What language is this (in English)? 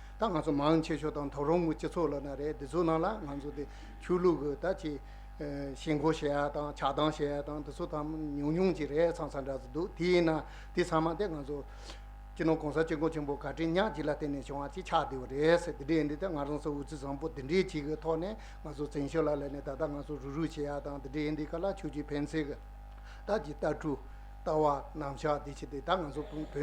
Tibetan